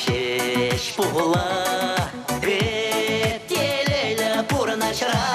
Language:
Chuvash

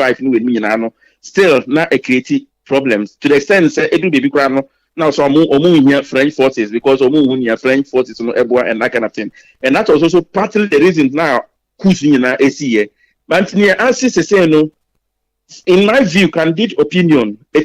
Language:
Akan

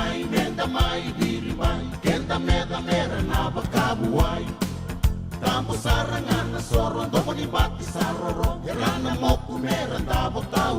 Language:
Fijian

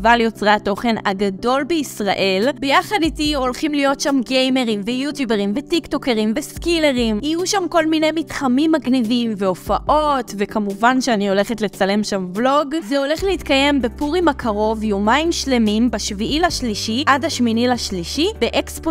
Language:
Hebrew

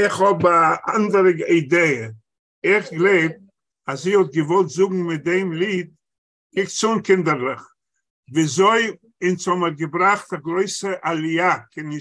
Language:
Yiddish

